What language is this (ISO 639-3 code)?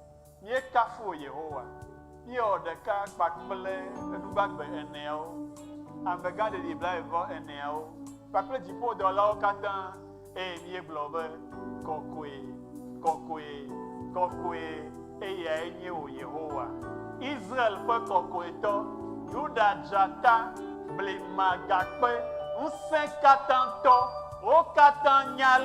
ewe